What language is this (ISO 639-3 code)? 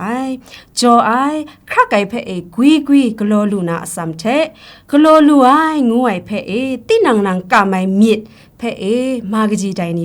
kac